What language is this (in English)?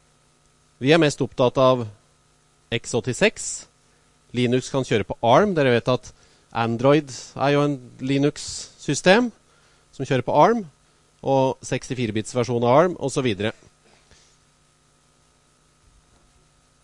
Norwegian